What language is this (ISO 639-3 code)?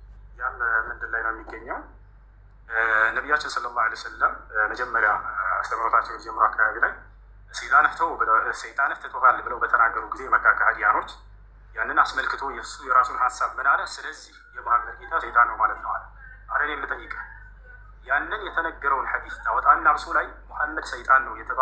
amh